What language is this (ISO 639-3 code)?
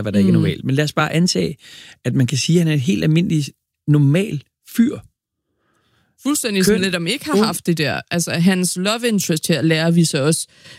dan